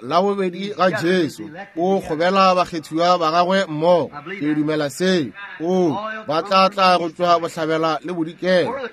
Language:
Northern Sotho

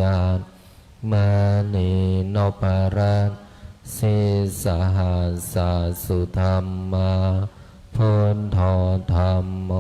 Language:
Pali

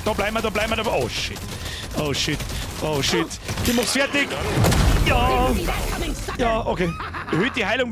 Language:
Bavarian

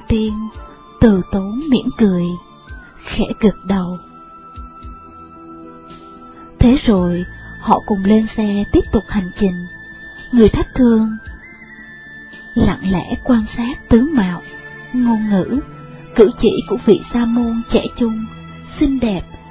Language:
Vietnamese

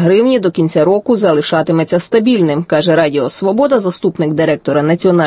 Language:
Ukrainian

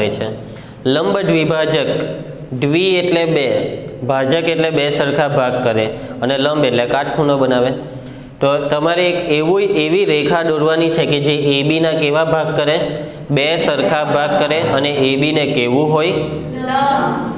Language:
Gujarati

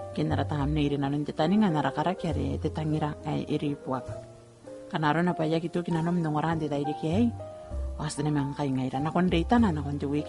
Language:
Gilbertese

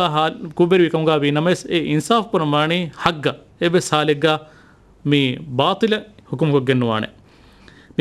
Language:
Divehi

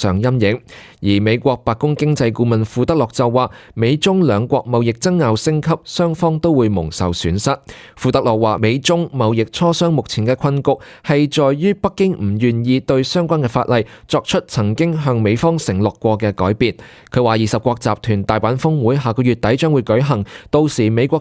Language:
Cantonese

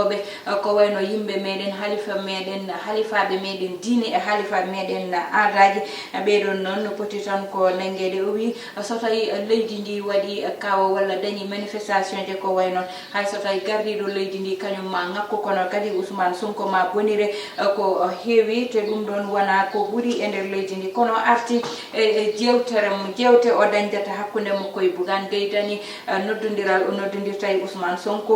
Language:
Fula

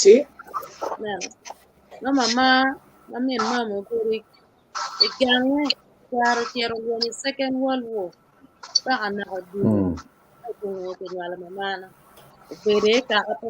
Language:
Acoli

